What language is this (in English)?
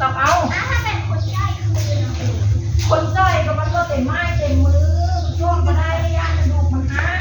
Northeastern Thai